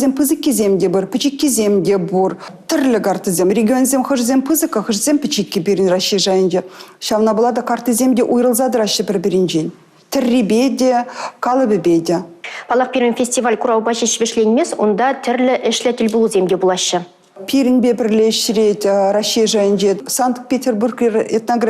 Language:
Chuvash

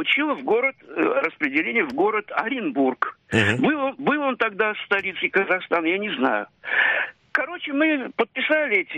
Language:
Russian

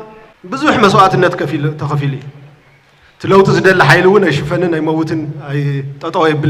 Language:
Tigrinya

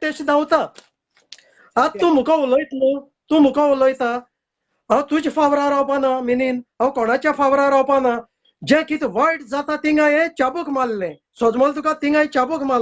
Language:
Konkani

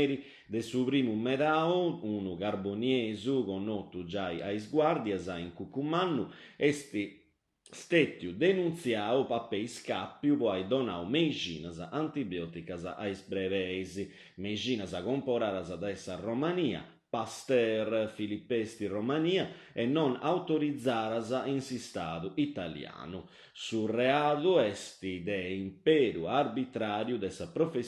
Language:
Sardinian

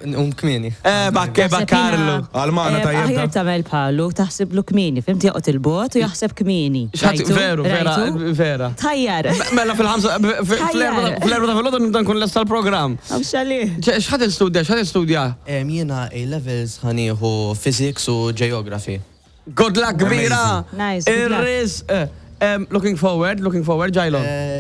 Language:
Maltese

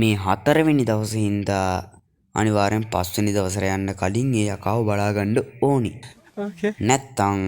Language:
Sinhala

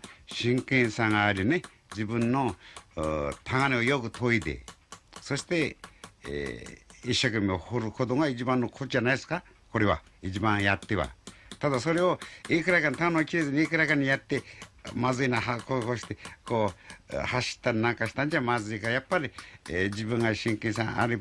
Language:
Japanese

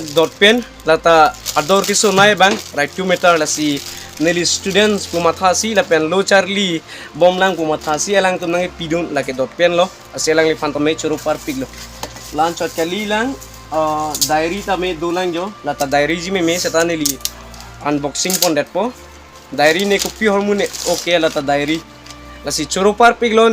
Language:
Karbi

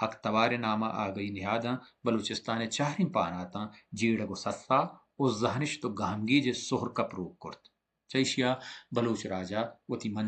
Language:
Baluchi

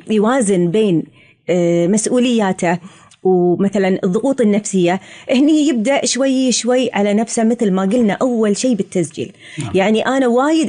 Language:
Gulf Arabic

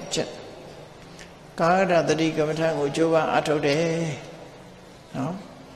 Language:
Burmese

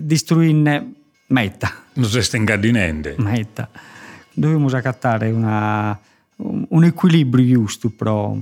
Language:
Sardinian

